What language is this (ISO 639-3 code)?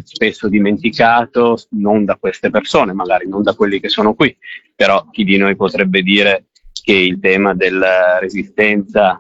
ita